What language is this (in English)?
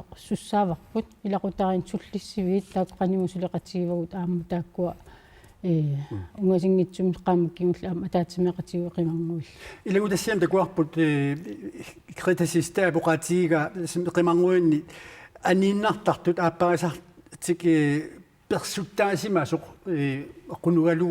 Kalaallisut